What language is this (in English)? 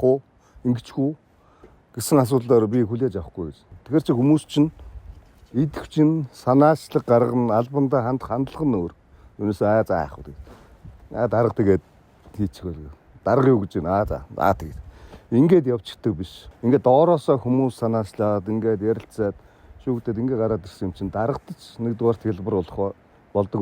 Mongolian